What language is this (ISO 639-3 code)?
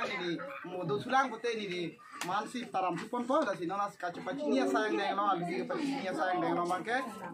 mjw